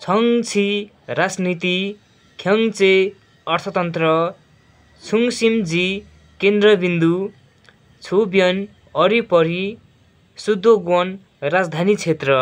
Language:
Nepali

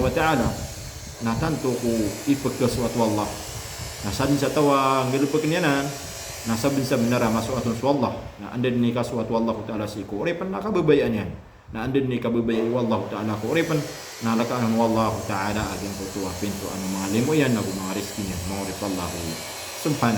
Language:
Maranao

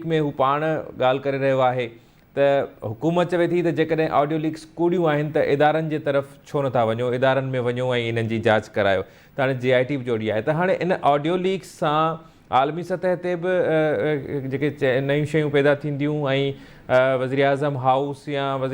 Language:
Sindhi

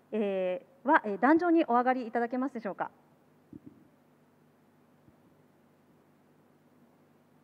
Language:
Japanese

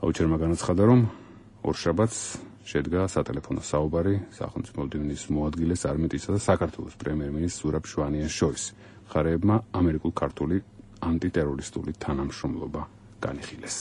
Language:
Georgian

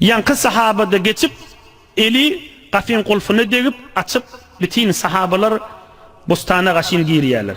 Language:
Turkmen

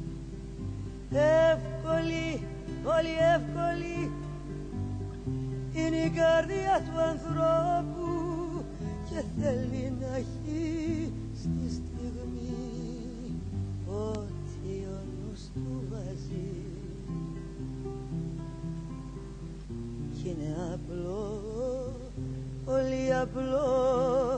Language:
Greek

